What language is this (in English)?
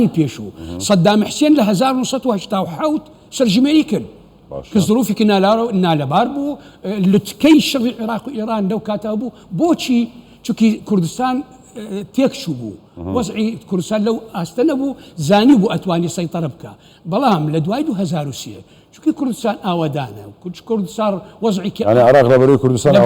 Central Kurdish